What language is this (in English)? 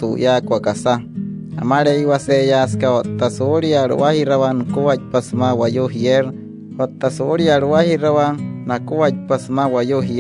Wayuu